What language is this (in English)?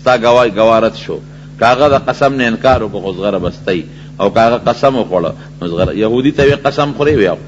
Pashto